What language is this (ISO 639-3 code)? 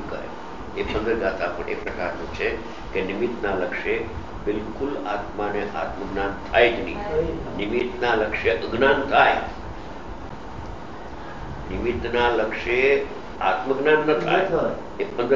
guj